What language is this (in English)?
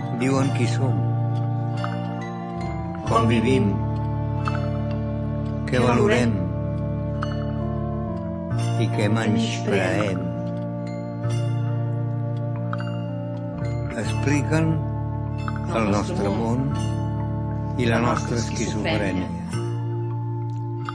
Catalan